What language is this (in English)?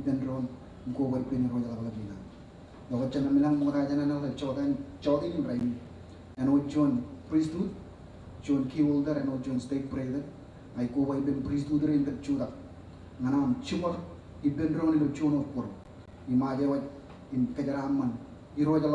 Marshallese